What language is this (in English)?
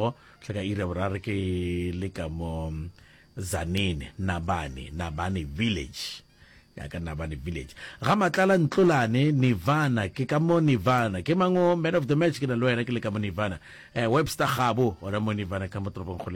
Northern Sotho